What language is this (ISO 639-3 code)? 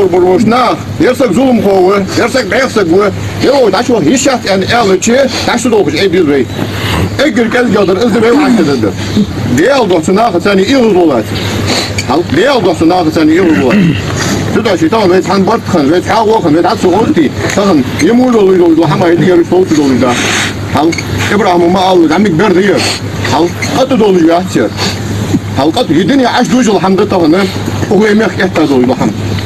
inh